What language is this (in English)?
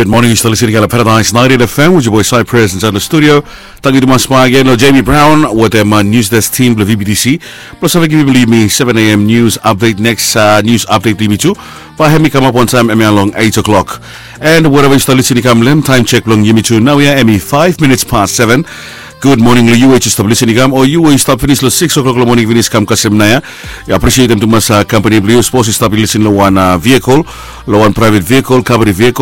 Bislama